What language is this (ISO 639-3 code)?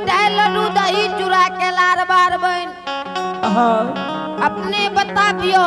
anp